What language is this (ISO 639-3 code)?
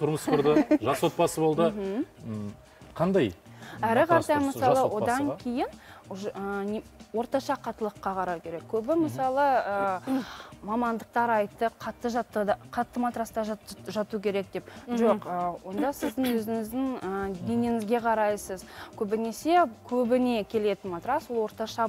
kaz